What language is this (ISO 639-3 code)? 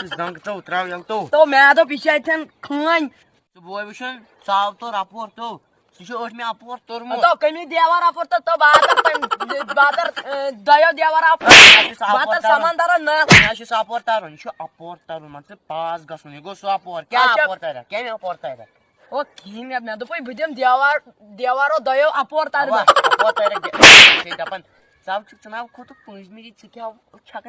kas